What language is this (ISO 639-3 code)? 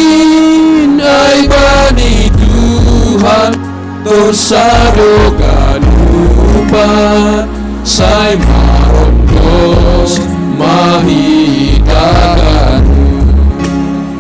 bts